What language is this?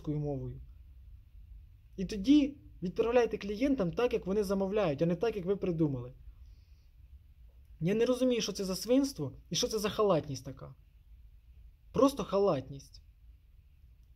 Ukrainian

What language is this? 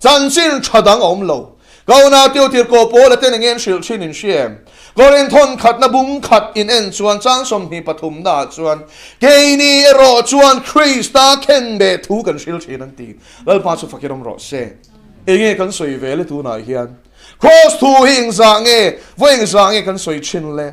Mizo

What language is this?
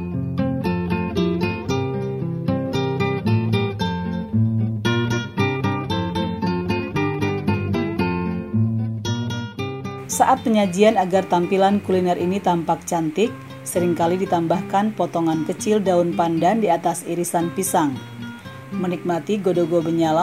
Indonesian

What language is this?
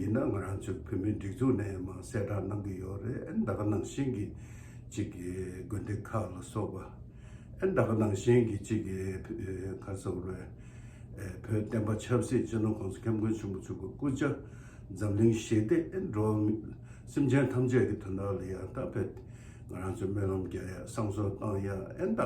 Tibetan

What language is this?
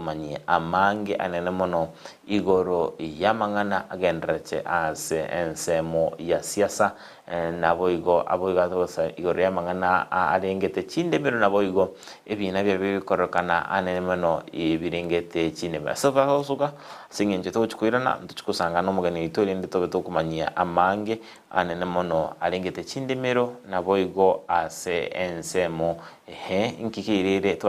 Gusii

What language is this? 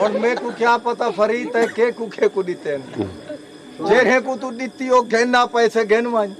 Saraiki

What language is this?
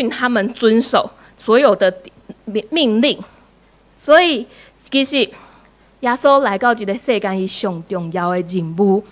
Min Nan Chinese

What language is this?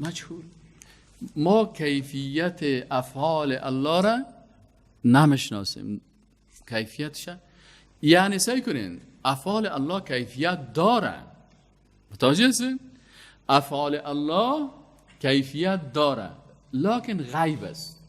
Persian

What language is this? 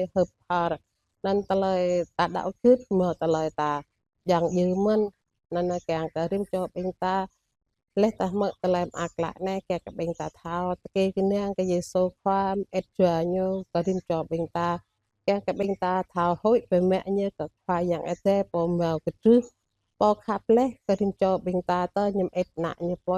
Jarai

